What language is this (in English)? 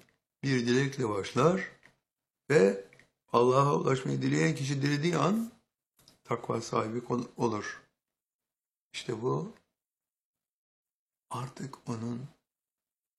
Turkish